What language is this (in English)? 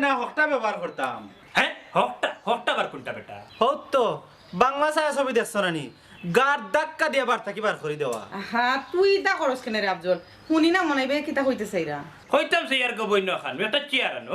Sylheti